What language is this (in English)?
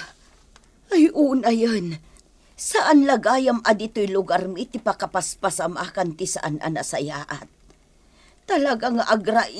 Iloko